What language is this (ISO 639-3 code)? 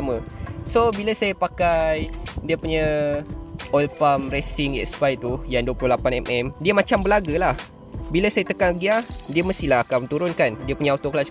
msa